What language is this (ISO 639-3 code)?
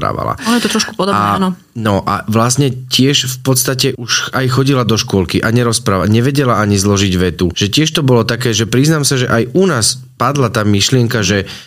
slk